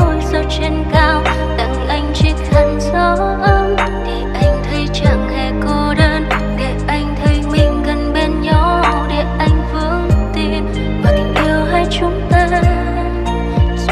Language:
Vietnamese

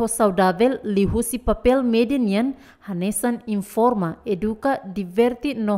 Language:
Tetum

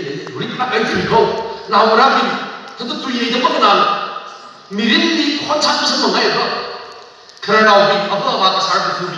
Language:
Tangkhul Naga (India)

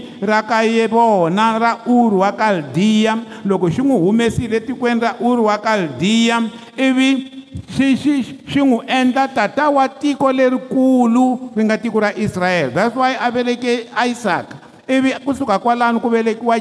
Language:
Tsonga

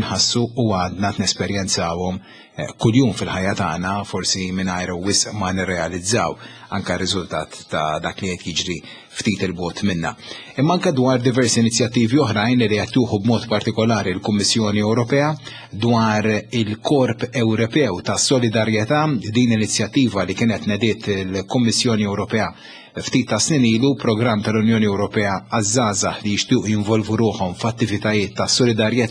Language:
Maltese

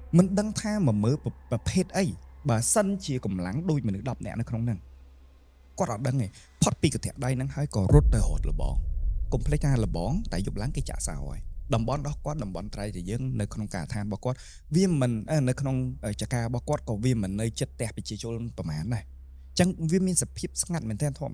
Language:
Khmer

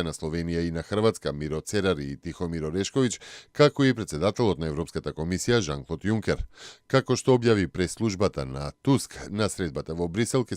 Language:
Macedonian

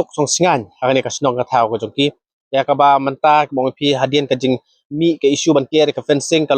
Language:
Khasi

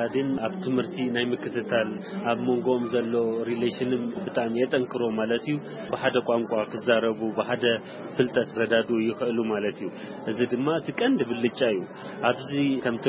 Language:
Tigrinya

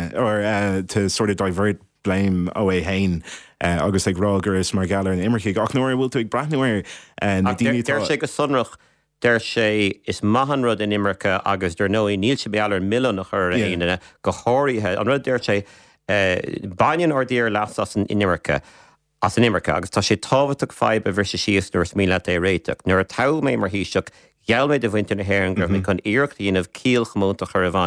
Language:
Irish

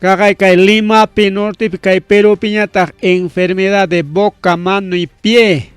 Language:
Ayacucho Quechua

